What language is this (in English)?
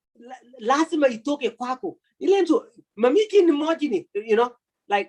Kalenjin